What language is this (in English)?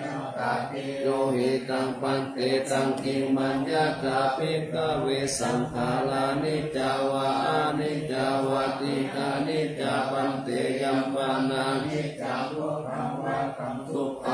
Pali